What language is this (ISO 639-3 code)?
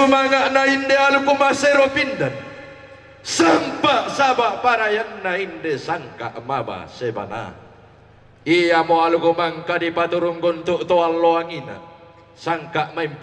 sda